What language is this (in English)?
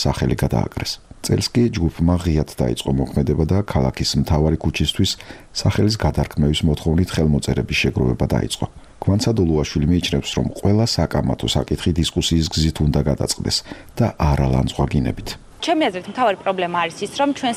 Georgian